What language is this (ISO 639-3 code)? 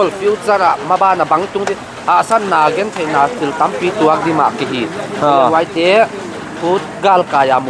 pck